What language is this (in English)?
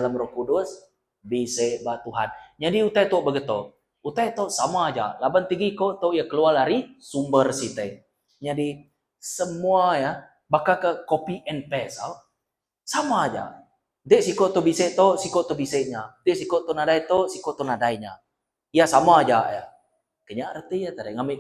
Iban